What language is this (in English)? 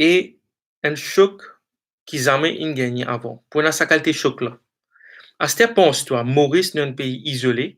Morisyen